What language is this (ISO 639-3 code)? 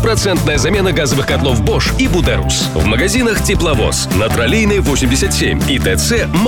rus